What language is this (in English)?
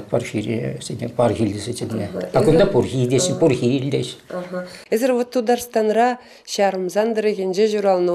Chuvash